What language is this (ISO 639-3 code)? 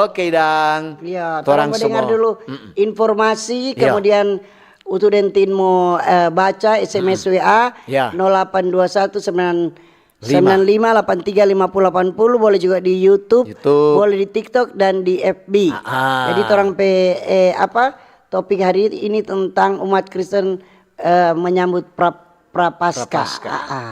xmm